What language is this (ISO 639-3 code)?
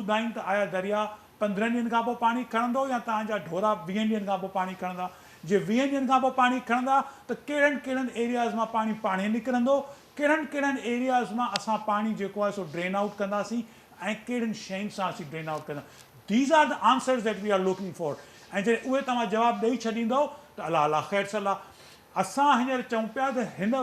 snd